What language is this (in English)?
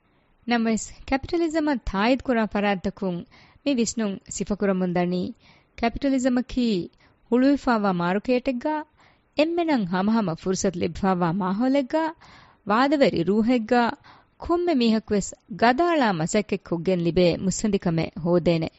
Divehi